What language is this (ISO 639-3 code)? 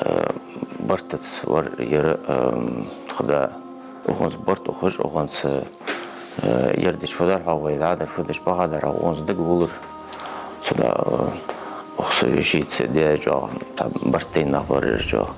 inh